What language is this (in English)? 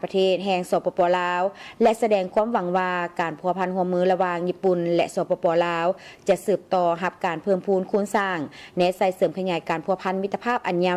Lao